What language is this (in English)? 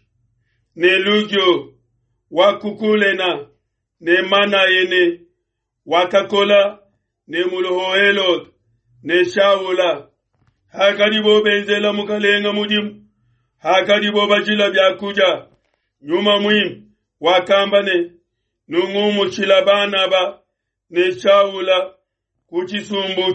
Luba-Lulua